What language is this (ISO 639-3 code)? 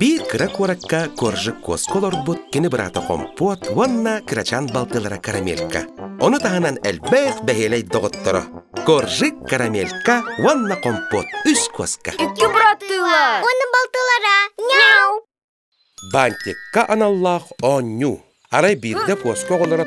sah